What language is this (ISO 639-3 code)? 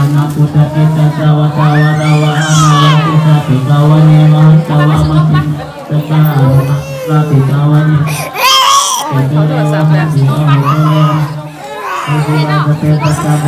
pli